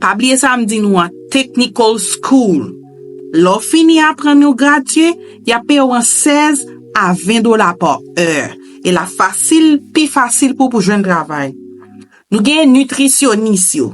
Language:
Haitian Creole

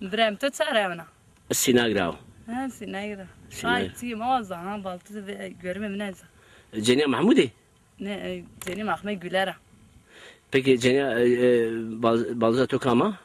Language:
Zaza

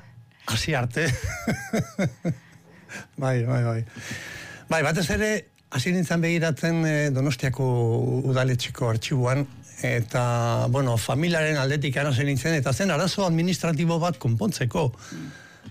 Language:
Basque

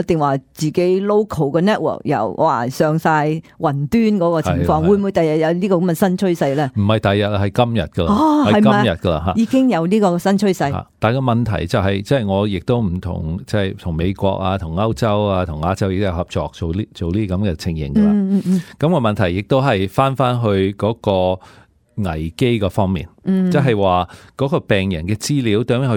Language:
Cantonese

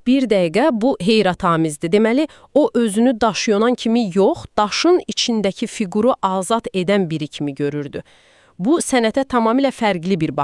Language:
Azerbaijani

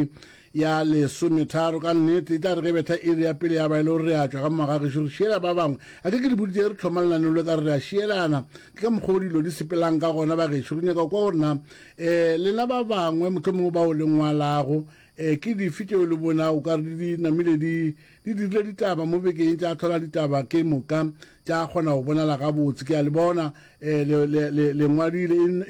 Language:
Northern Sotho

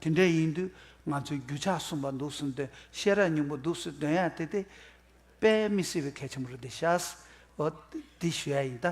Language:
Tibetan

